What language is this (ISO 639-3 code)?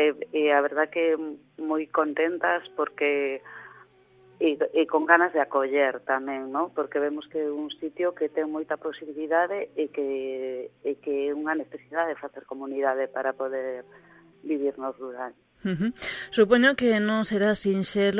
glg